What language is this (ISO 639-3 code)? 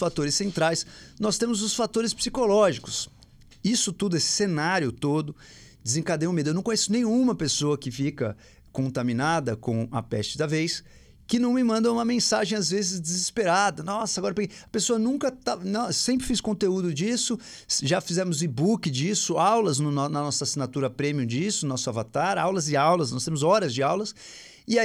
por